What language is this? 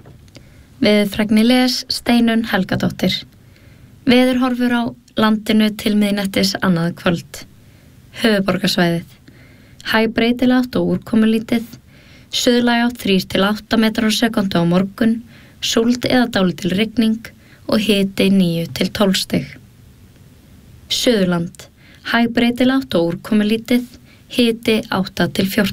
Icelandic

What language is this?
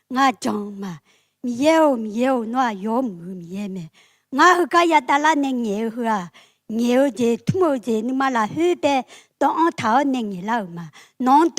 Akha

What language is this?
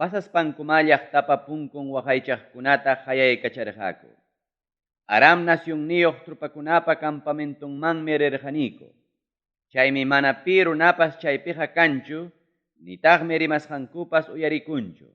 Ayacucho Quechua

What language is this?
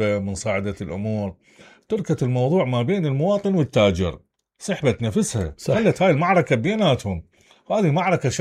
Mesopotamian Arabic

